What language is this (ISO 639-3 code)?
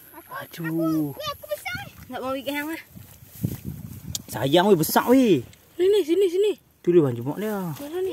msa